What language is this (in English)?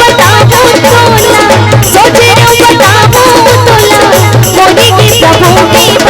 Chhattisgarhi